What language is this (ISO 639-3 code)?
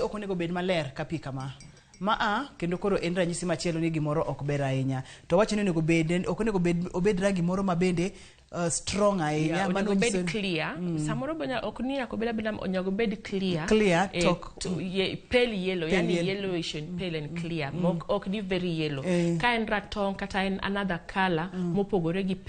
luo